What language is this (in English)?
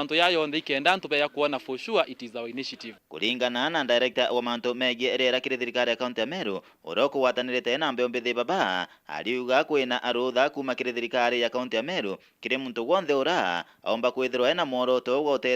Meru